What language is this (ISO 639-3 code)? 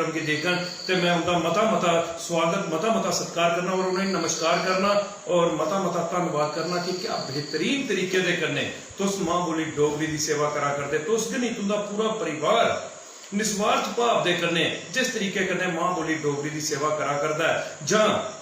doi